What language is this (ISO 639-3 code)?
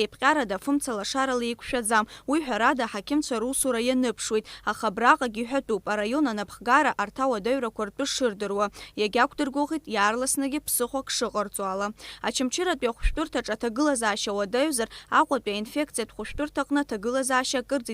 abk